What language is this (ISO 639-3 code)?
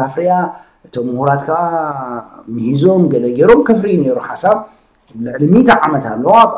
tir